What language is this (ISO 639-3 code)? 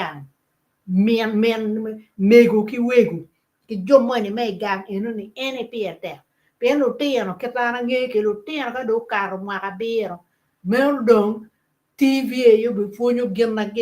ach